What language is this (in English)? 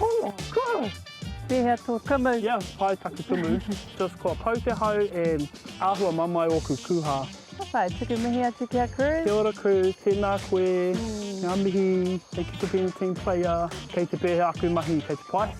Māori